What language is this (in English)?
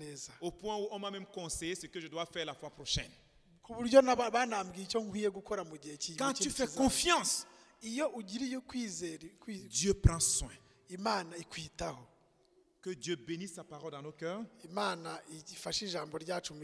Kinyarwanda